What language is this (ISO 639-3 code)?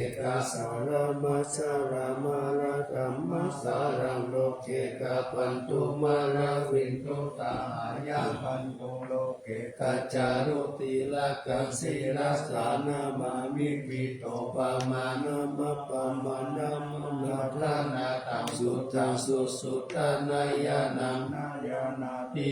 pli